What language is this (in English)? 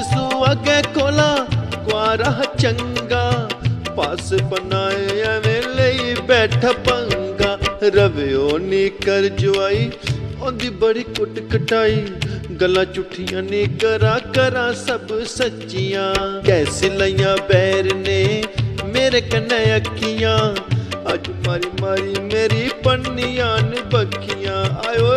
Dogri